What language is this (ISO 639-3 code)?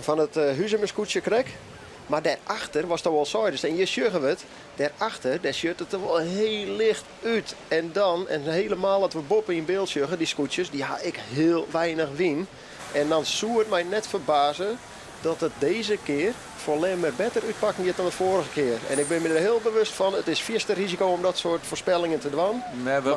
fry